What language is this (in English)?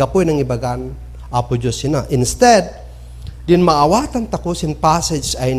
Kankanaey